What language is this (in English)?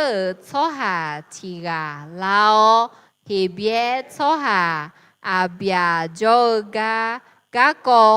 Akha